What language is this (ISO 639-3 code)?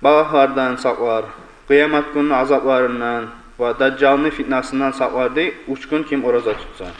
kum